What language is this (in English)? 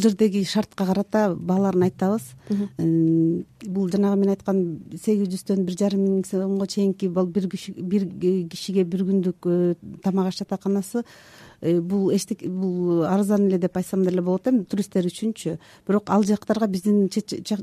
Kyrgyz